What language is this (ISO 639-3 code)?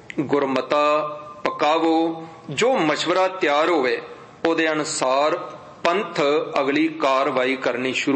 pan